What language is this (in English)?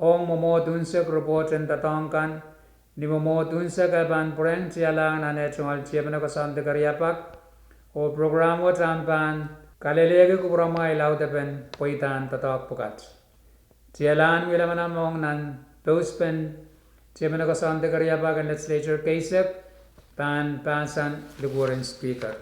Pohnpeian